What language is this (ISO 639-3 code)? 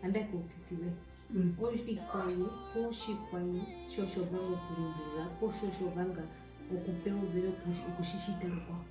her